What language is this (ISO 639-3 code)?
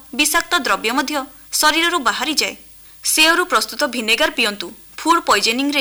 ori